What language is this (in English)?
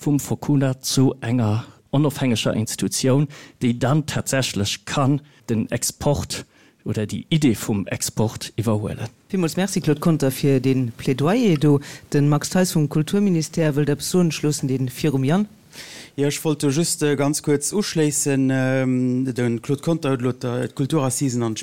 Luxembourgish